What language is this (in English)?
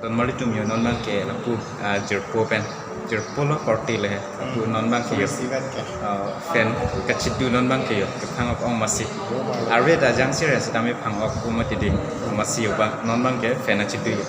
Karbi